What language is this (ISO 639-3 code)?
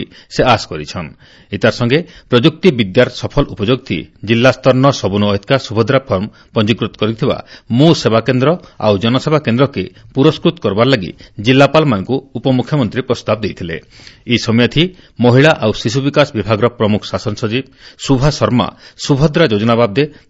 ori